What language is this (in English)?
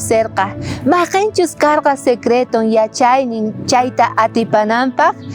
South Bolivian Quechua